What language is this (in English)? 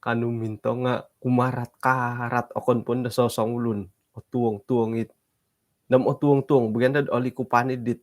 Central Dusun